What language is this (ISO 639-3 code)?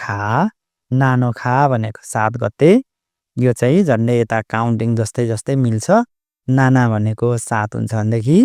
nep